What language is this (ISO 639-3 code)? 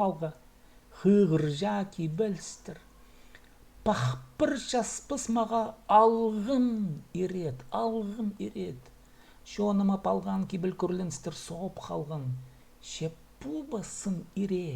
kjh